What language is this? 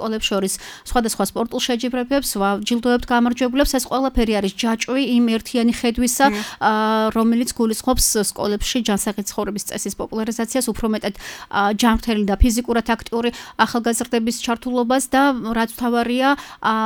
Georgian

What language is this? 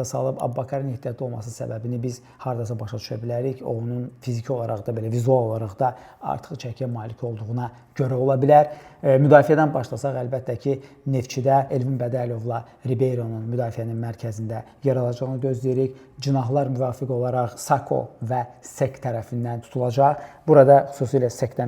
Azerbaijani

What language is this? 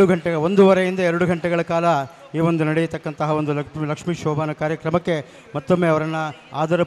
Kannada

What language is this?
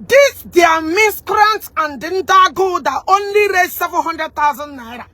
Igbo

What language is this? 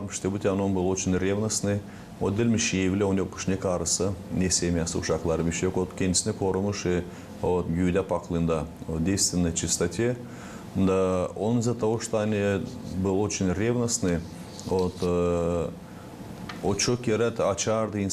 Gagauz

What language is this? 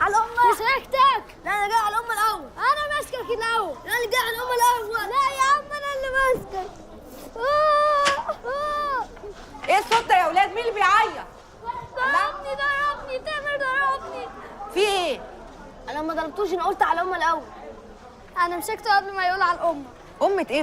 Egyptian Arabic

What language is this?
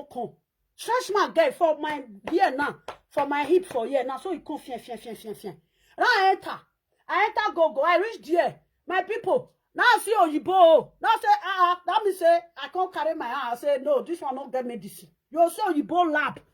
Nigerian Pidgin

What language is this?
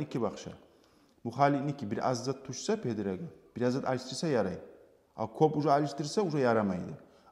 Kumyk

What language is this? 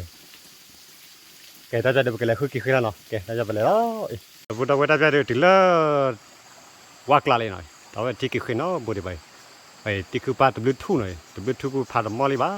S'gaw Karen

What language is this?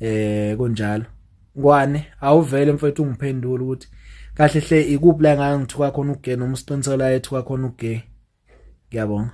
Zulu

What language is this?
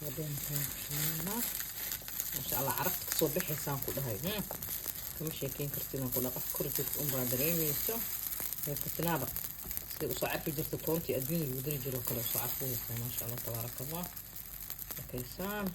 Somali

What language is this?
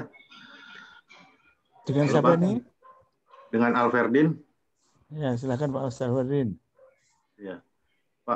Indonesian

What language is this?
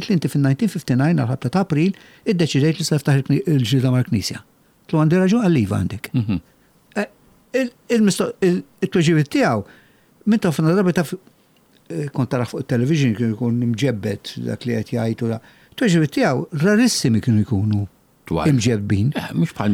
Maltese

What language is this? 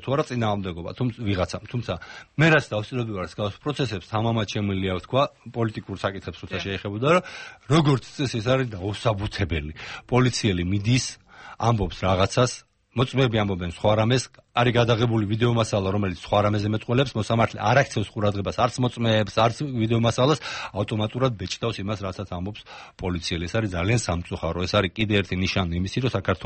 Georgian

